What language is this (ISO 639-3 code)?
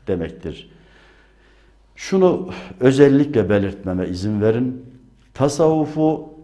tur